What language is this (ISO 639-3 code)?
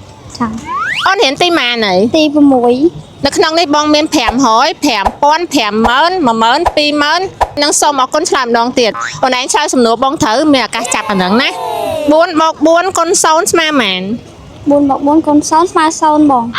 khm